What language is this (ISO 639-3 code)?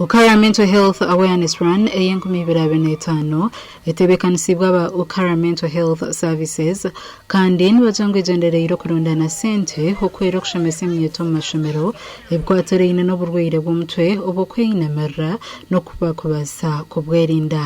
nyn